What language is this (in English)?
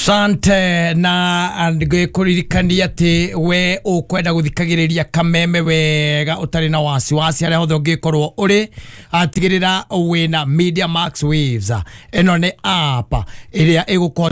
Kikuyu